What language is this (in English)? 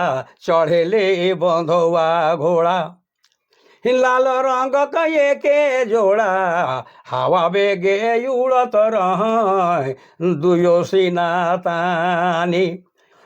Sadri